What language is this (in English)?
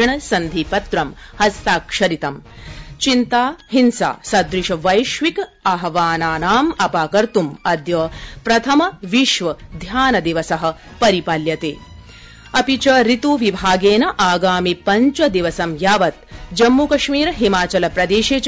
Sanskrit